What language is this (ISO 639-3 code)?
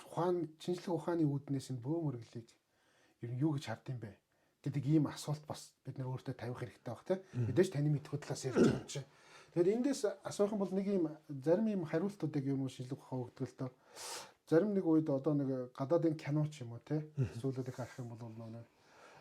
mon